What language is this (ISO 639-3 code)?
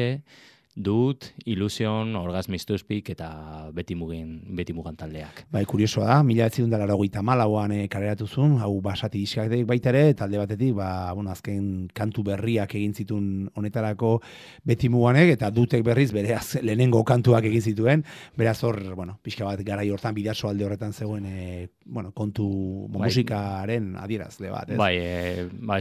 eus